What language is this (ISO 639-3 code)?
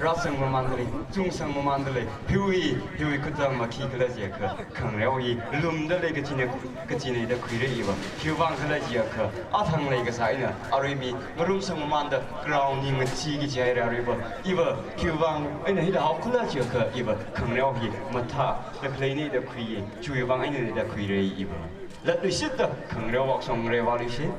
nmf